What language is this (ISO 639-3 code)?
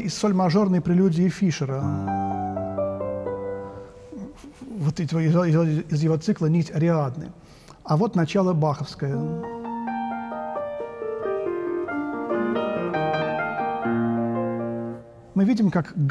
rus